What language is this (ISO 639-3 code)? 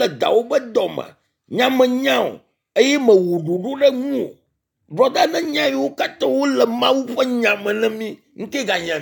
ewe